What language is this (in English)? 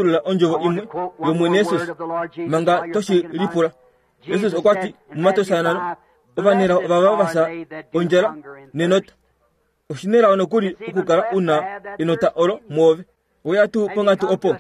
Kuanyama